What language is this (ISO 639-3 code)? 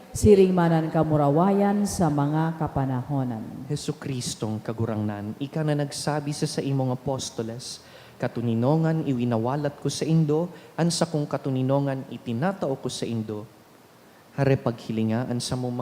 bik